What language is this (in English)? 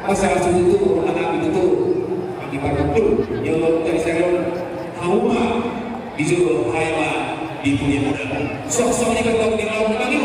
Batak Toba